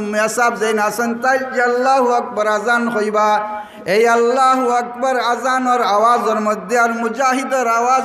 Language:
Sylheti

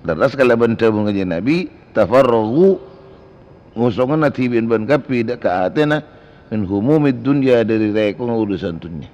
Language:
Madurese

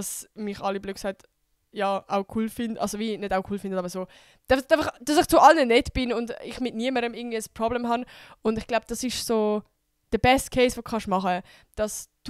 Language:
Swiss German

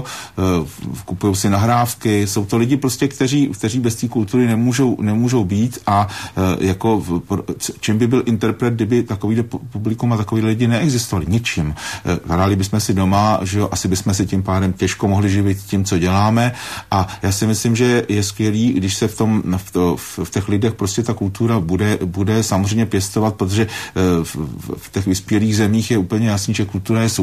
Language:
Czech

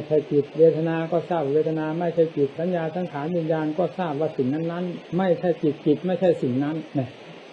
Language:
Thai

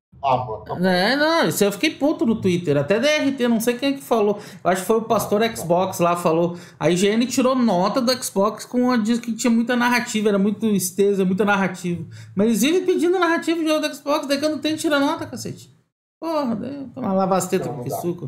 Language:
Portuguese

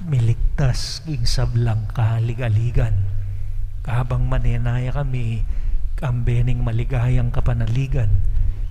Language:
Pampanga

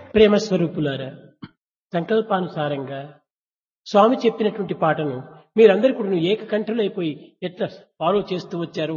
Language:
Telugu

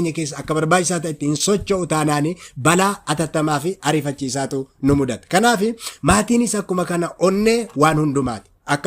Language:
Oromo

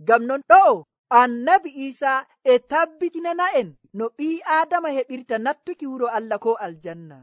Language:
Nigerian Fulfulde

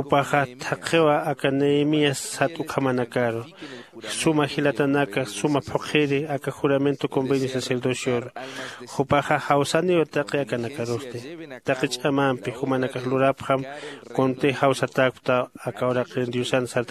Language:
Aymara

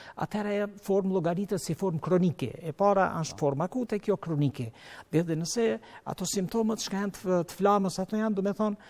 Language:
Albanian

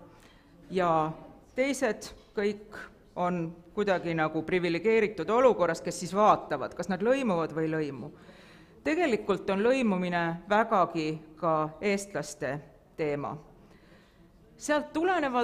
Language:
Estonian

